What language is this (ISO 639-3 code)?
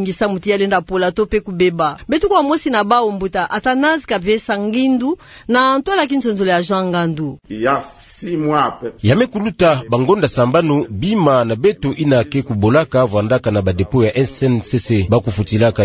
ktu